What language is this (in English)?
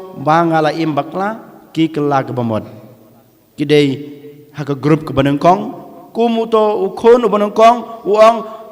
Khasi